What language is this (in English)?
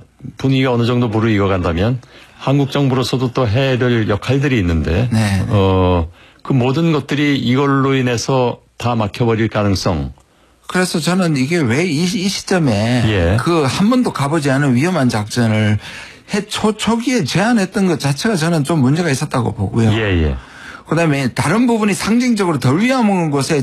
Korean